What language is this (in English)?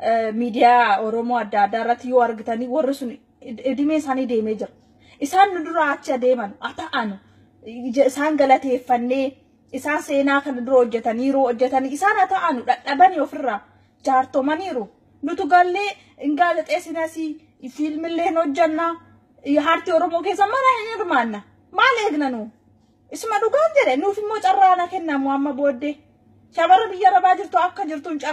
Oromo